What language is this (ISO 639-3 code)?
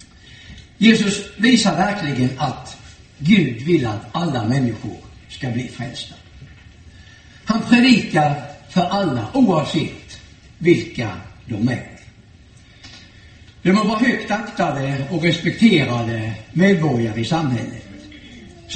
swe